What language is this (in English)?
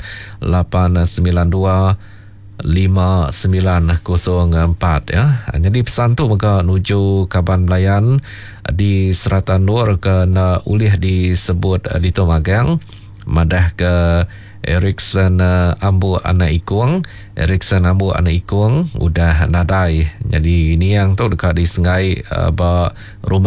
Iban